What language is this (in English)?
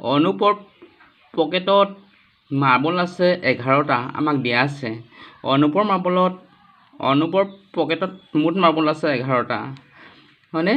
Assamese